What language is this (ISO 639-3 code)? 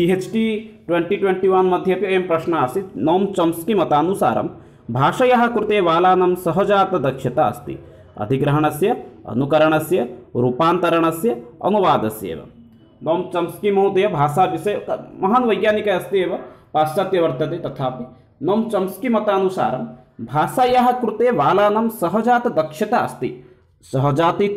san